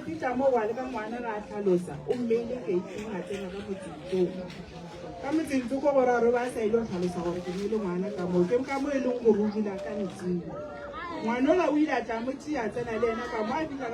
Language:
Northern Sotho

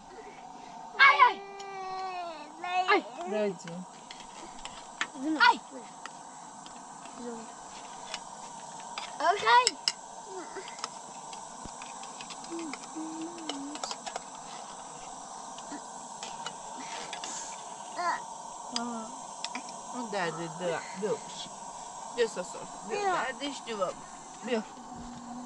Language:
Persian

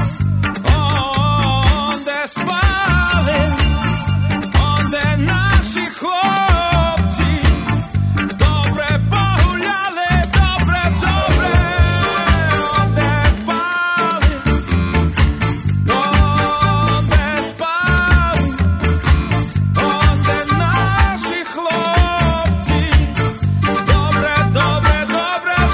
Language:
Ukrainian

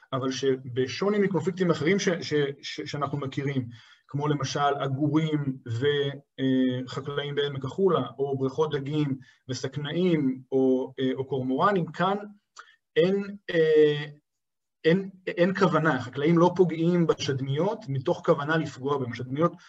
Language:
Hebrew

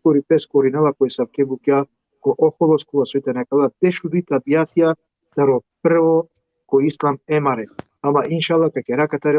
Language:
Balkan Romani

